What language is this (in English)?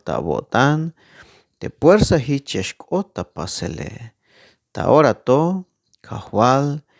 Tzeltal